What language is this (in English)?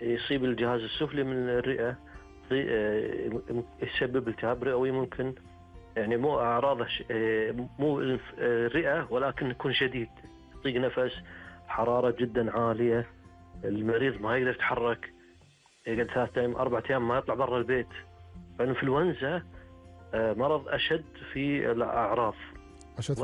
Gulf Arabic